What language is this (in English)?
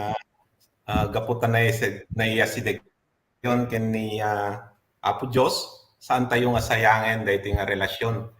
Iloko